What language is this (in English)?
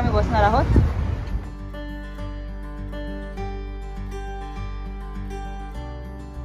Marathi